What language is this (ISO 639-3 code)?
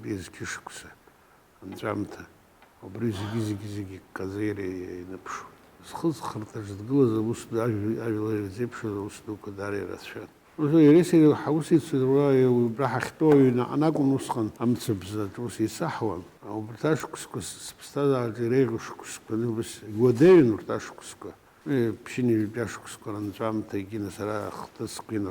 abk